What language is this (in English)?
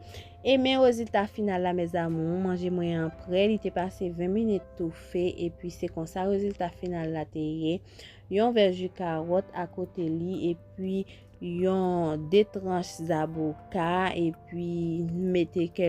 Haitian Creole